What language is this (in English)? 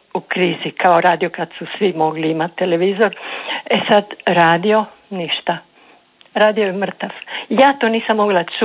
Croatian